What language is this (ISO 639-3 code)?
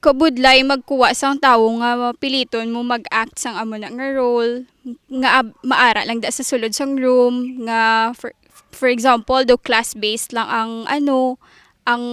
hil